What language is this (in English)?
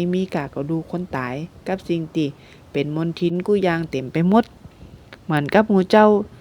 Northern Thai